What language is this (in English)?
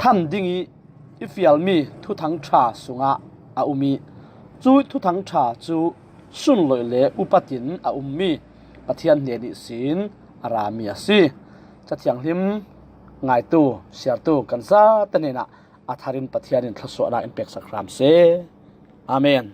Falam Chin